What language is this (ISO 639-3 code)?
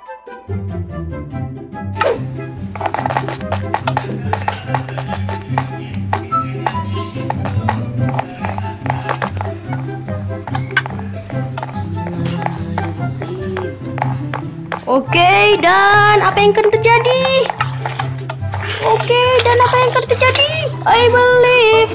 ind